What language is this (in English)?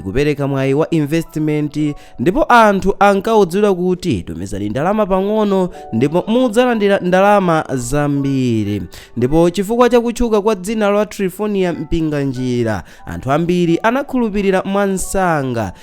Nyanja